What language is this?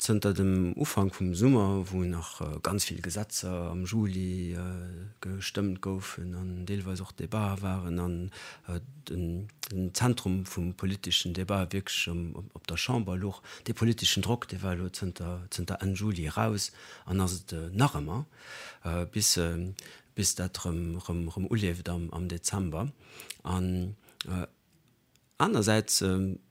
Luxembourgish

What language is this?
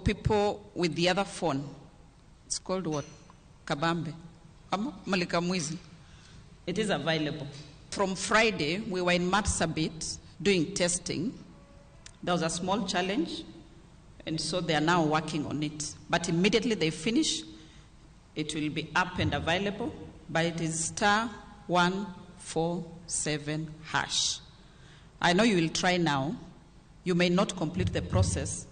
Luo (Kenya and Tanzania)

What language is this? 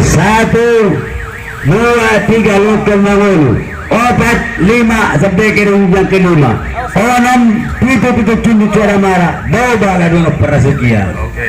Batak Angkola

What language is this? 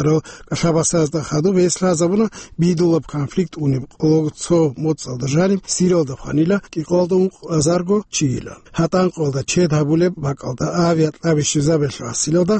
Avaric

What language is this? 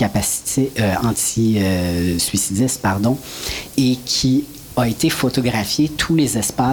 French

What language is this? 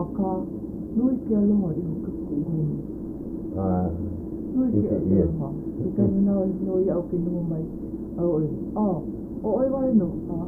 Hawaiian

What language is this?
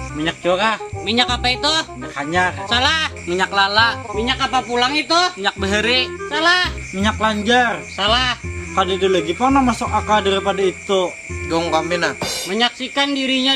Banjar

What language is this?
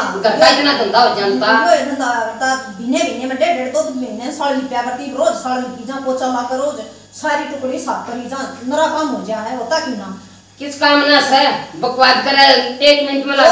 Haryanvi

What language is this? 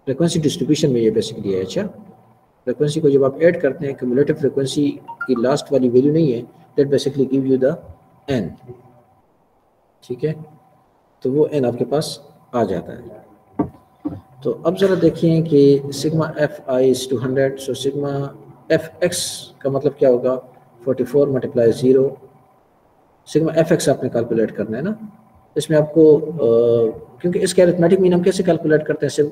Hindi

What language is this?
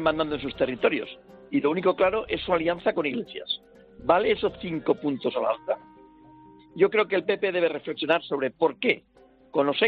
Spanish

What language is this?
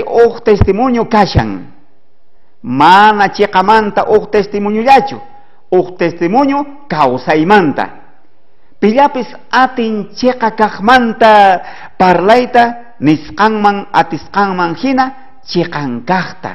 South Bolivian Quechua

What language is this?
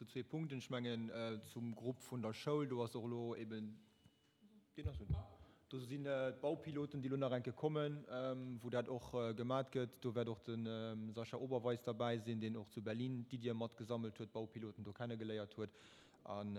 Luxembourgish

